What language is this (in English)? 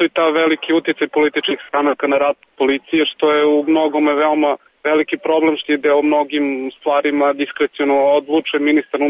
Serbian